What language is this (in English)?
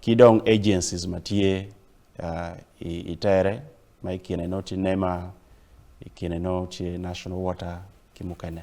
Acoli